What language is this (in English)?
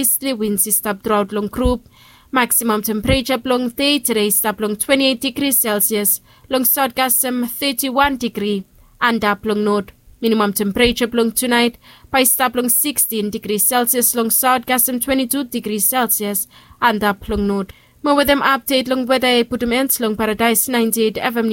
Bislama